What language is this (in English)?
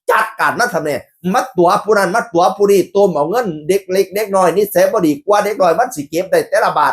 Northeastern Thai